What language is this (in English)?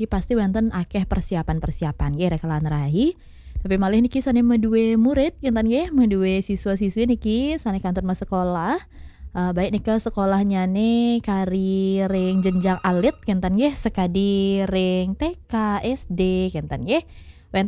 Balinese